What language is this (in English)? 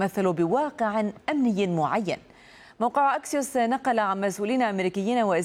Arabic